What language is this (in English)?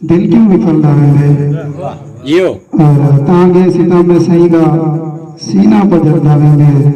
Saraiki